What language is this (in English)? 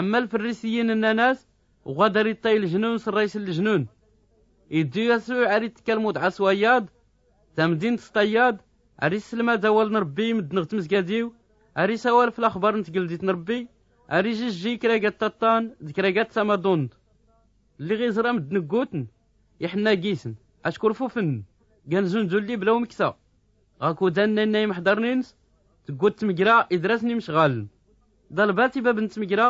Tachelhit